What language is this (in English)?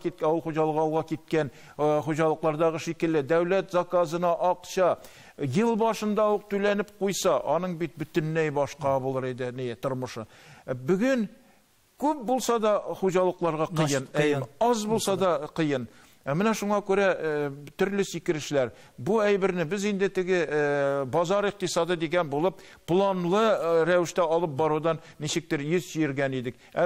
Tatar